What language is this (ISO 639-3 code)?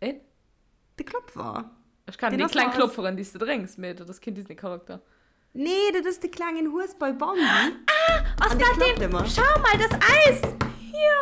ltz